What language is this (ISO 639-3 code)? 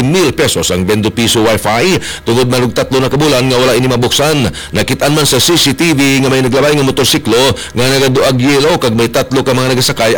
hil